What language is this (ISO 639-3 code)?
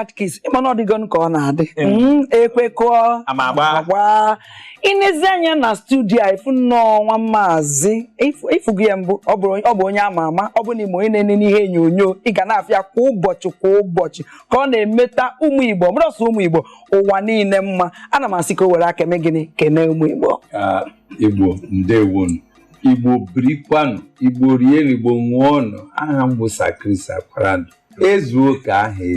ibo